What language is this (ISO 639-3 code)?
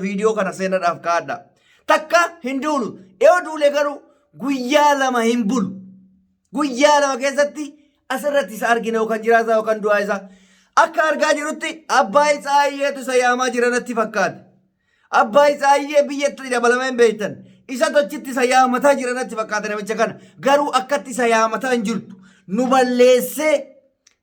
orm